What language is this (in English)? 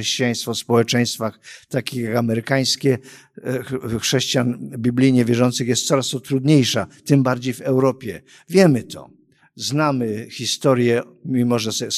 Polish